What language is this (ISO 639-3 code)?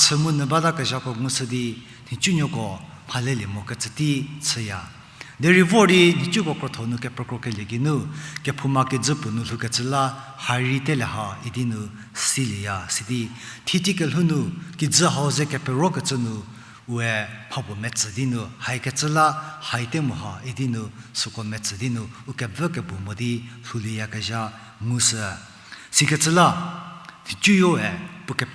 njm